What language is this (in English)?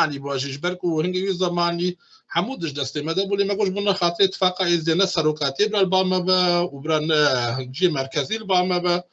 Kurdish